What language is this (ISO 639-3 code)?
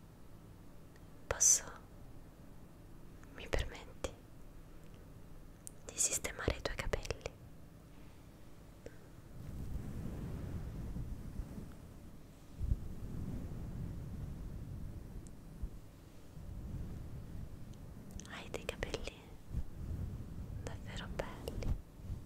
ita